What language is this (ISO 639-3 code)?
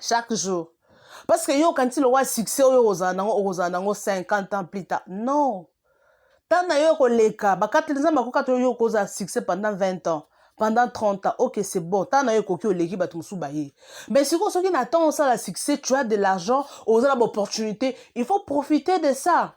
lin